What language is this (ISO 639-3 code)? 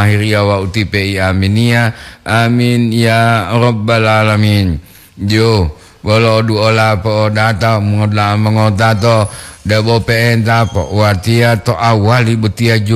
gor